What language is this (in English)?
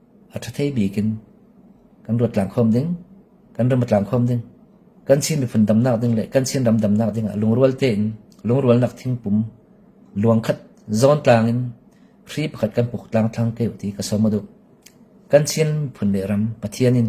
Falam Chin